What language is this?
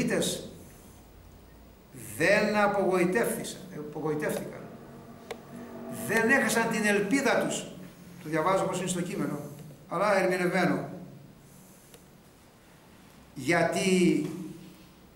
Greek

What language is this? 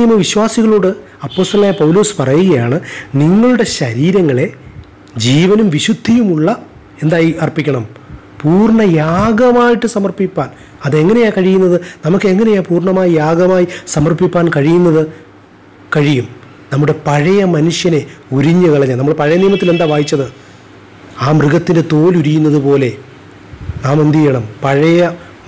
Malayalam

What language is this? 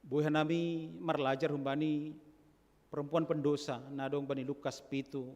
Batak Simalungun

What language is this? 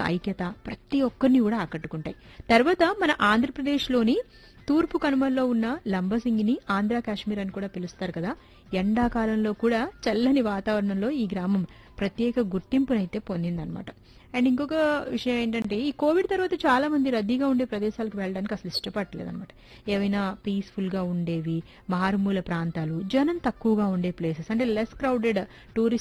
Telugu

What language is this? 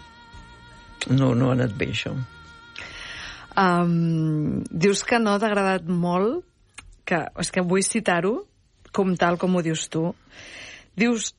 Catalan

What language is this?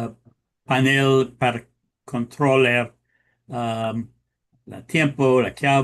Ladino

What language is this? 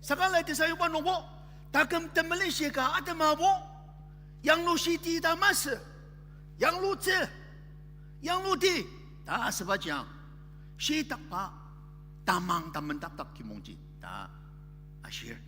Ao Naga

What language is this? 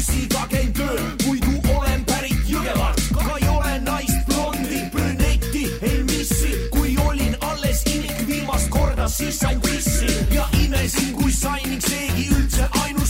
Estonian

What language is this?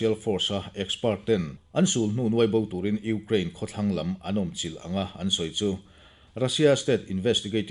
Mizo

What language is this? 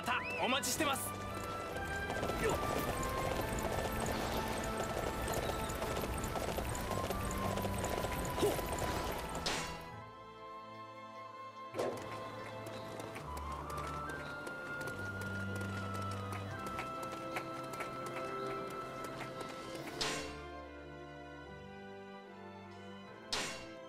Japanese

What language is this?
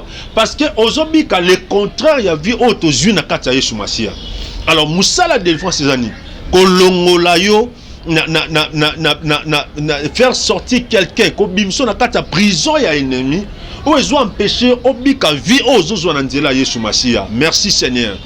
Lingala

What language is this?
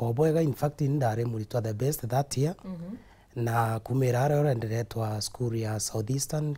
Meru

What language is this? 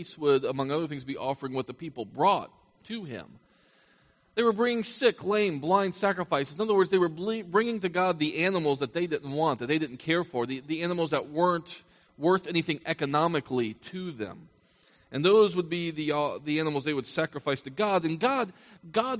English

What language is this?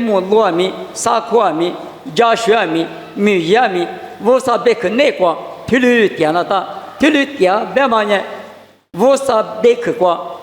Lisu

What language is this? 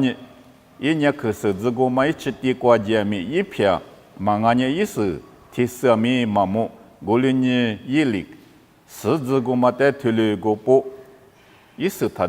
Lisu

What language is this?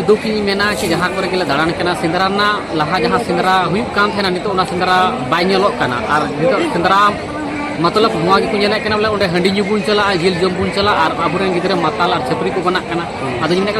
Santali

